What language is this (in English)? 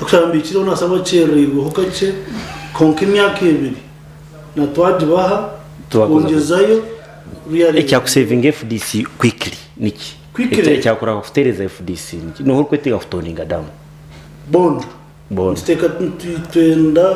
Nyankole